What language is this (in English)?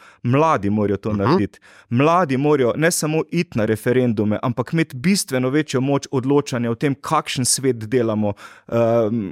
Slovenian